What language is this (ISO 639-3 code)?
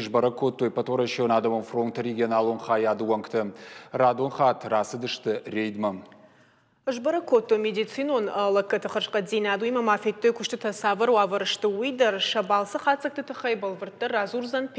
oss